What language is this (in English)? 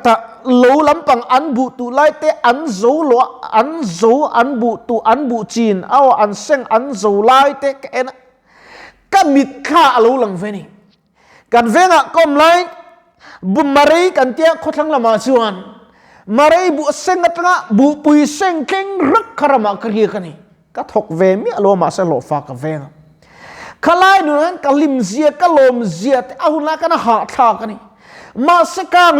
Mizo